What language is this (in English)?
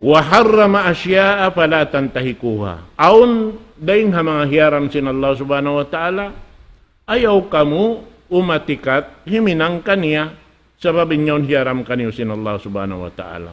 Tausug